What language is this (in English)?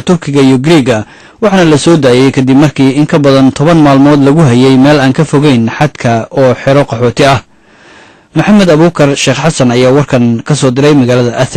Somali